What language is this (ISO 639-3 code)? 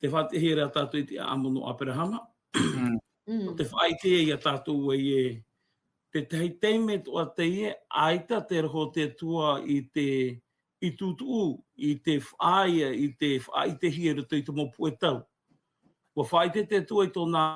tah